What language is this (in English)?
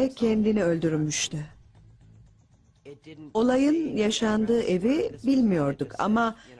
Turkish